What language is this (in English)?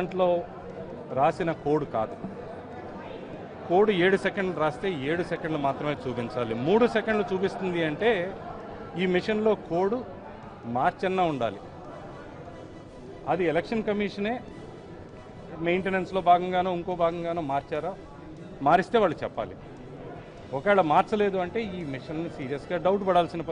Telugu